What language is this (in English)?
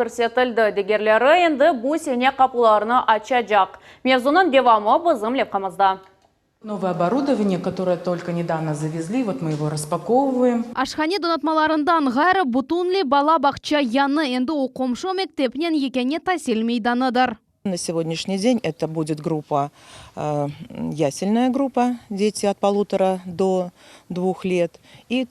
Crimean Tatar